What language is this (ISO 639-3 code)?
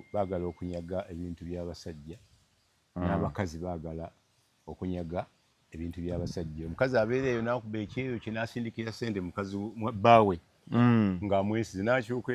lug